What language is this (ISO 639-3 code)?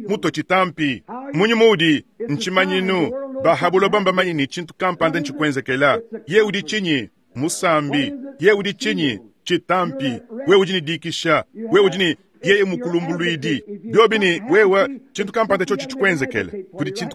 lua